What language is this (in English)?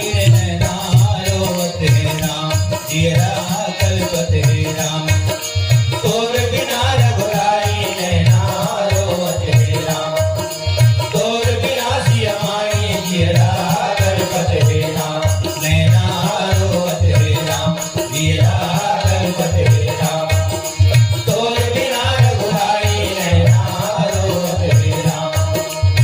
Chhattisgarhi